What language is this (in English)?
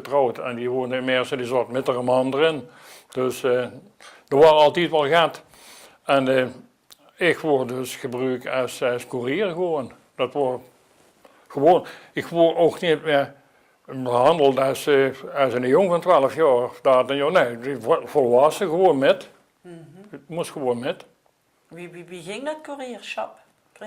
Limburgish